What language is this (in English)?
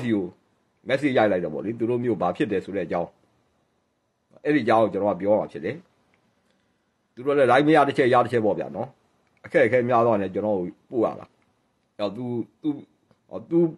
Burmese